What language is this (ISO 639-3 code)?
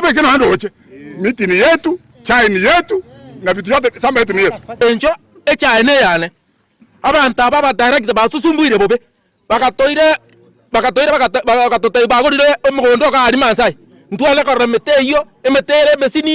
guz